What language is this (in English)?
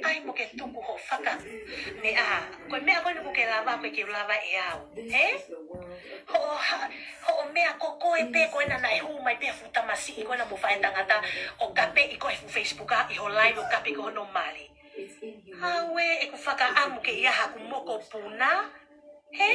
Tongan